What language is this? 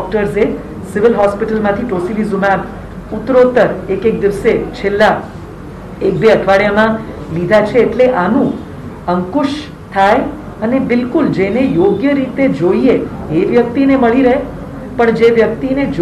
Gujarati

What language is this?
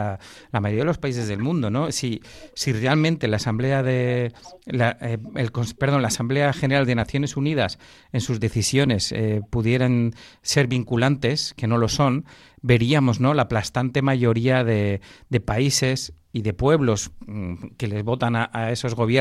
Spanish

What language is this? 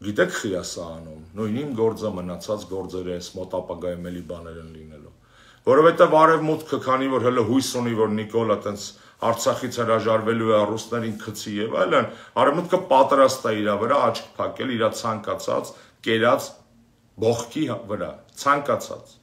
Armenian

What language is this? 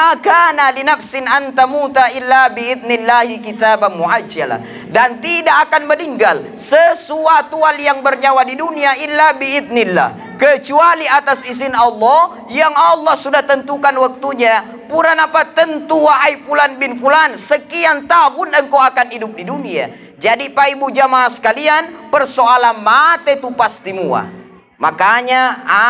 Buginese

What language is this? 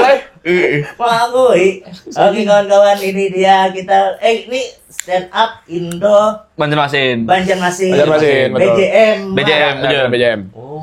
Banjar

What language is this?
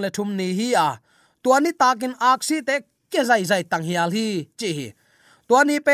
Tedim Chin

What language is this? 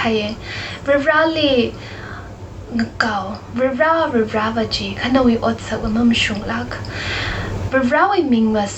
Tangkhul Naga (India)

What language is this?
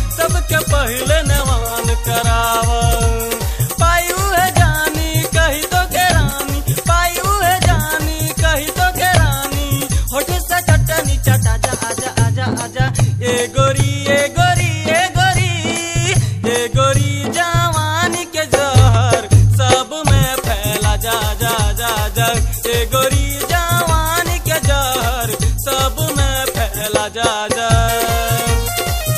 Bhojpuri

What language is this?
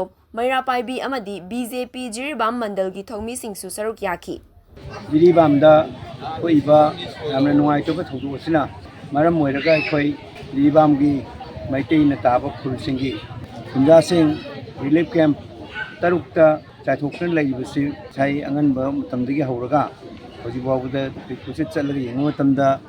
Manipuri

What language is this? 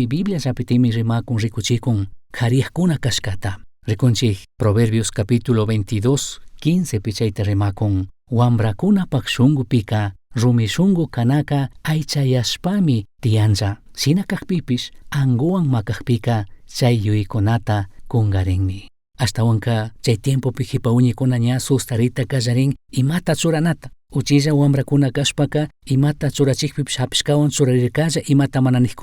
Chimborazo Highland Quichua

